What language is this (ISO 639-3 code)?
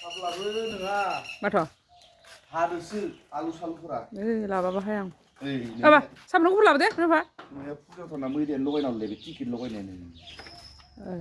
brx